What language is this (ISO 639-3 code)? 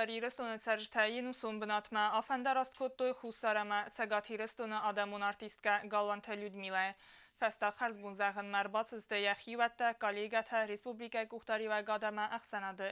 oss